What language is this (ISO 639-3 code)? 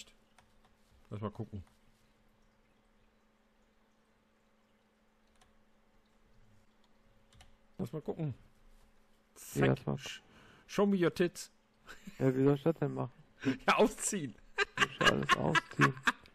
deu